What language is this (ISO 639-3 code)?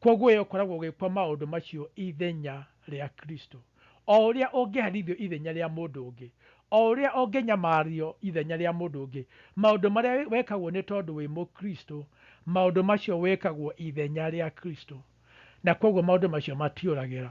kik